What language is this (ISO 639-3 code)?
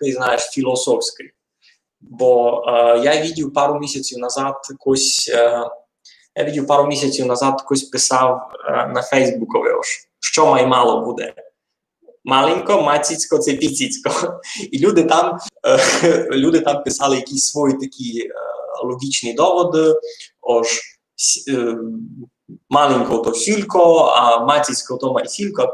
rue